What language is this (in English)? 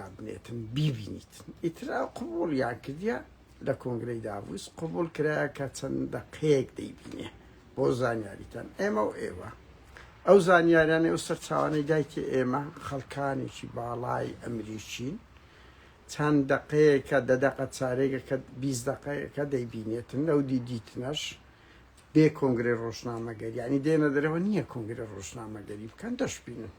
Central Kurdish